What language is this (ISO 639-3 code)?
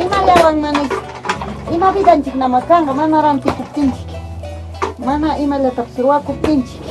quy